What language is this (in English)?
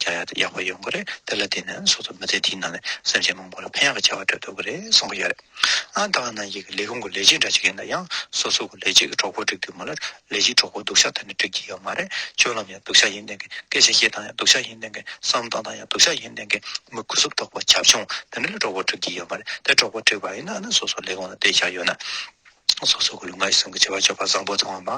Tibetan